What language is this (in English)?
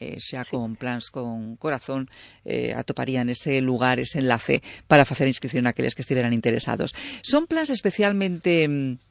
Galician